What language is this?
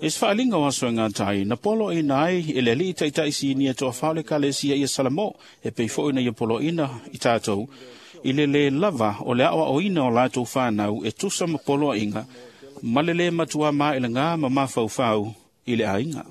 Samoan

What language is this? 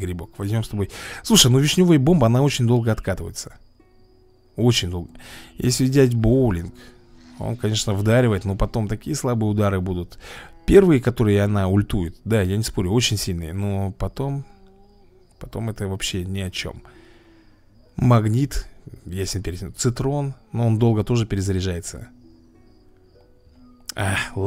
Russian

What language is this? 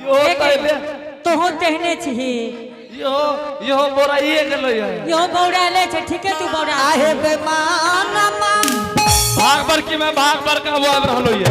Angika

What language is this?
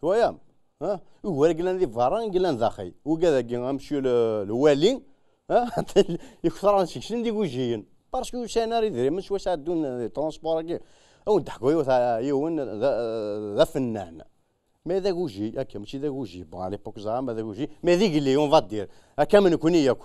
Kabyle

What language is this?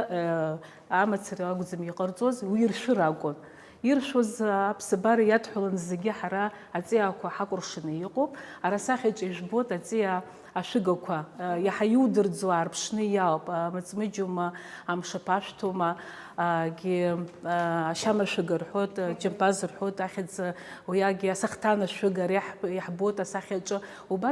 Abkhazian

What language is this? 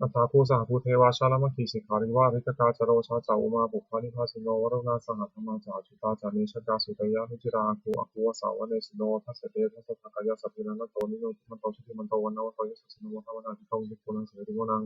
Pali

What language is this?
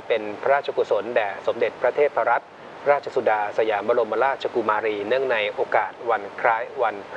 Thai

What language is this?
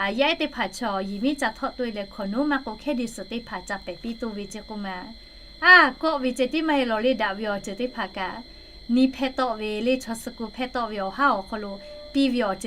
Lahu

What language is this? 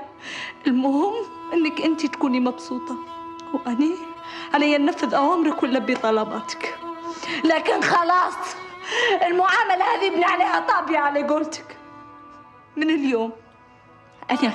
Libyan Arabic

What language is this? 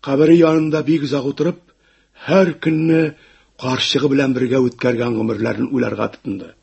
Tatar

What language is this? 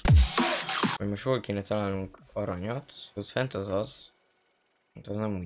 Hungarian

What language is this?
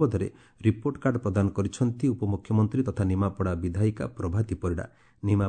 Odia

